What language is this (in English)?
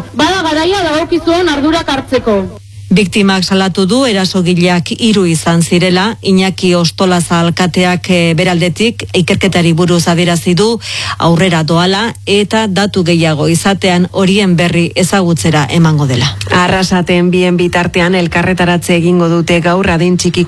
Basque